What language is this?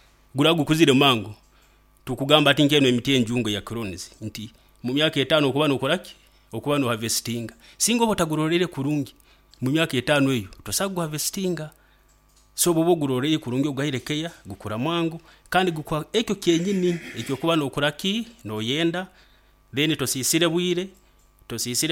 Nyoro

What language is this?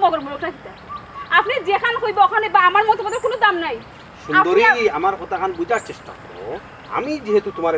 Sylheti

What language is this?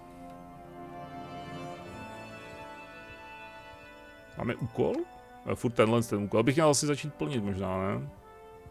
Czech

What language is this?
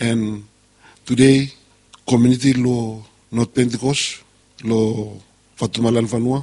Bislama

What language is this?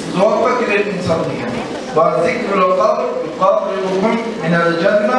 Kumyk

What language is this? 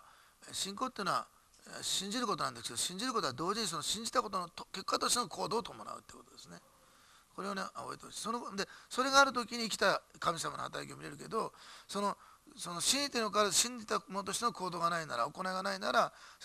Japanese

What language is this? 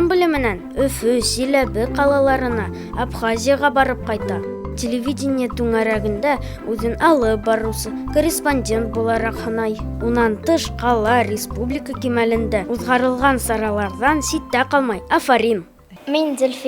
Bashkir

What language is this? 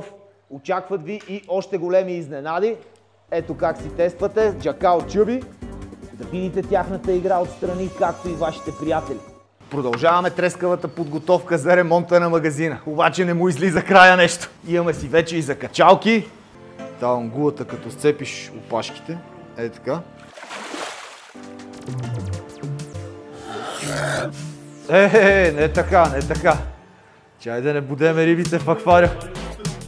Bulgarian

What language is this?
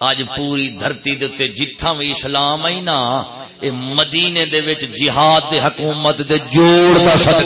Saraiki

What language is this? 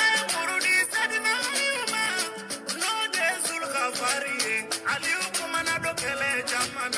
Bambara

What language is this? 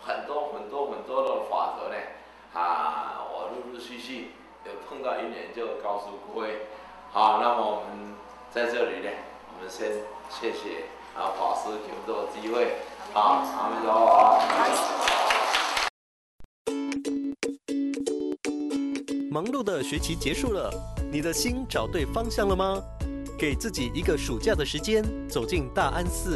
Chinese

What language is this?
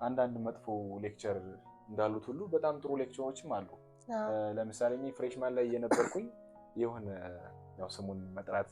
Amharic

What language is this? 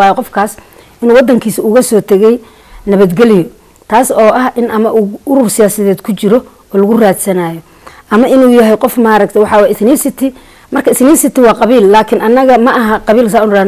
Somali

